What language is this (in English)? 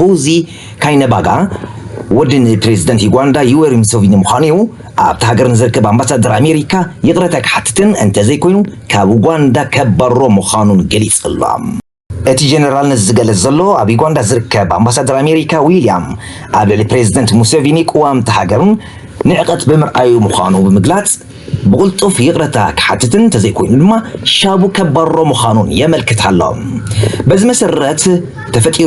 Tigrinya